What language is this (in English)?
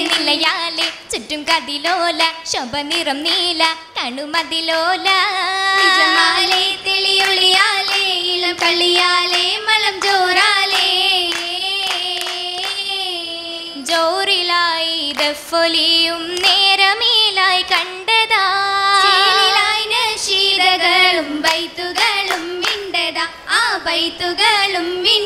Malayalam